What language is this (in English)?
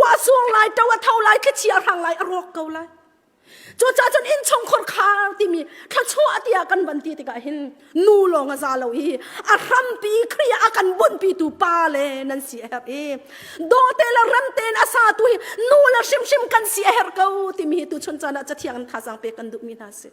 Hakha Chin